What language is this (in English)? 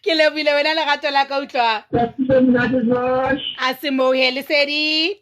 Southern Sotho